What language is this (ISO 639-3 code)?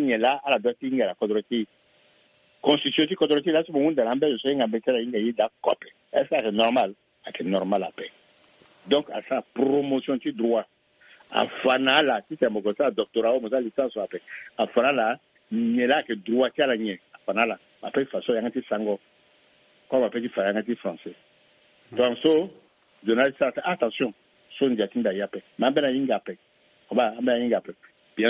sag